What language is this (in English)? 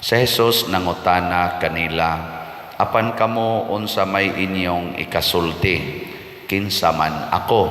Cebuano